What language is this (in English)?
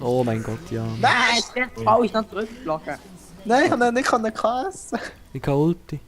Swiss German